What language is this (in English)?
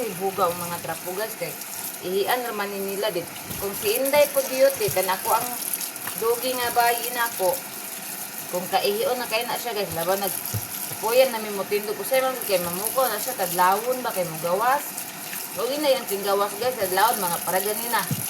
Cebuano